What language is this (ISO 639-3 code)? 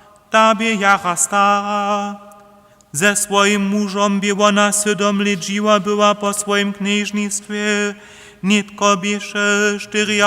hsb